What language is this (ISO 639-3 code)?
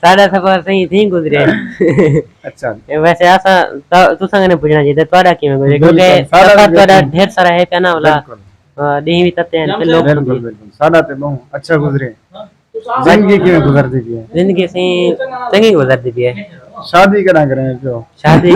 skr